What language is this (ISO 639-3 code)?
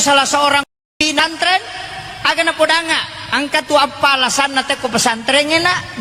bug